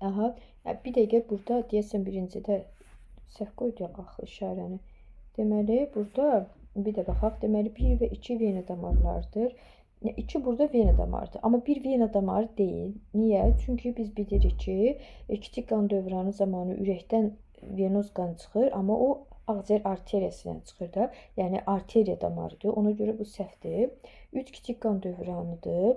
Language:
Azerbaijani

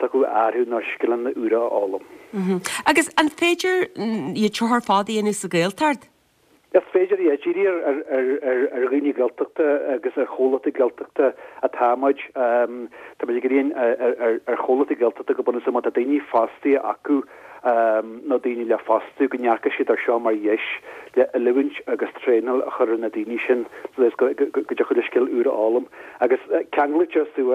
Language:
Irish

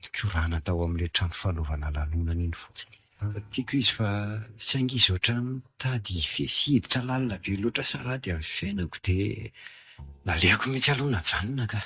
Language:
Malagasy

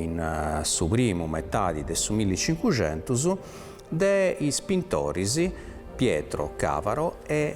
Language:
Sardinian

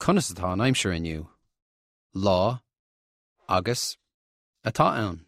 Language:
Irish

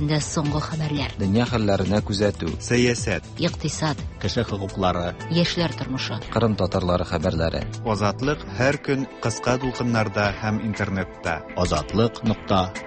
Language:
Tatar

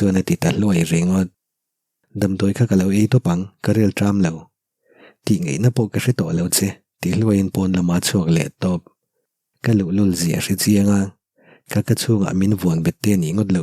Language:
Mizo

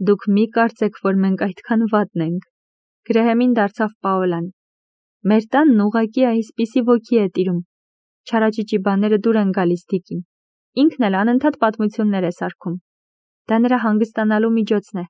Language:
Armenian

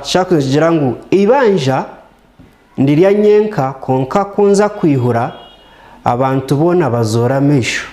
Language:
Nyankole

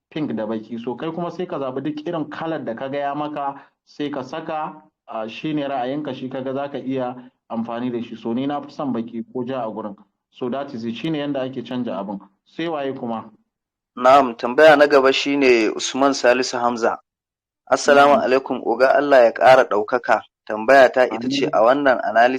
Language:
Hausa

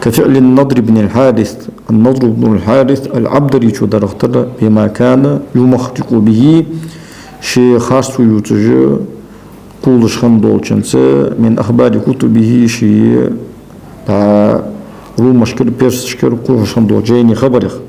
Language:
Ingush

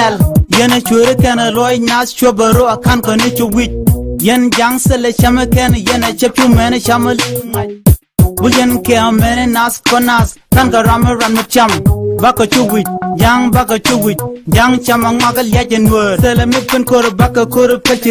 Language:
Nuer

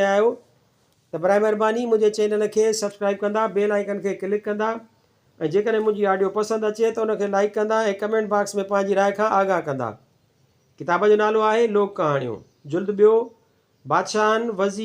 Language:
Sindhi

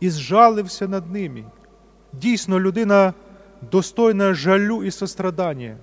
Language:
Rusyn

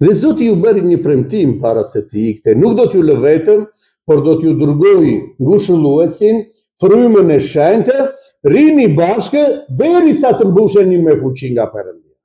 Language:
Albanian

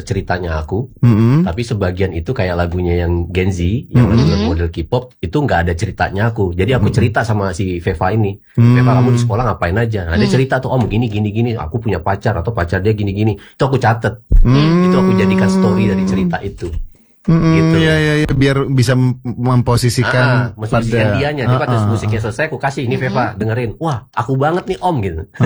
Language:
Indonesian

